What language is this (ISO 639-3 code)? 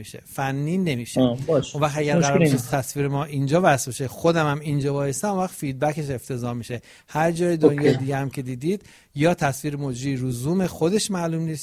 fas